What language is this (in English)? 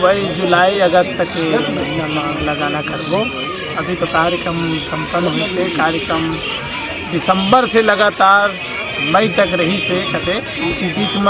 Chhattisgarhi